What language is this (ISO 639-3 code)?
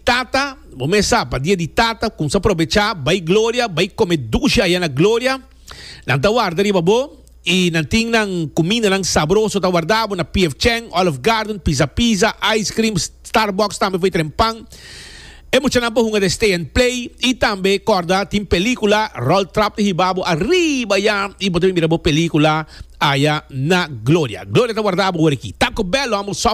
pap